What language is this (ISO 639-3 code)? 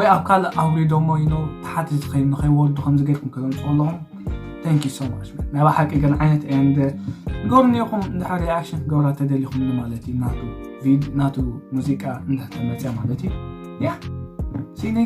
tir